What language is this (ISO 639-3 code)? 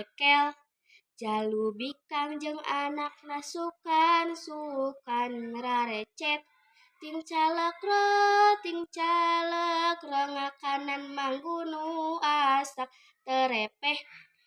sun